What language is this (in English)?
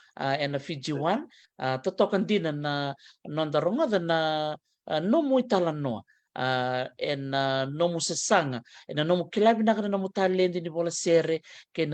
Fijian